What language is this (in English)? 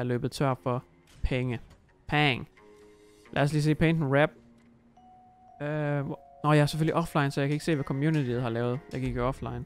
Danish